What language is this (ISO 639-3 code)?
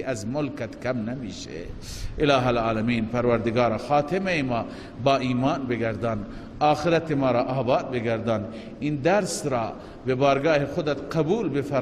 fas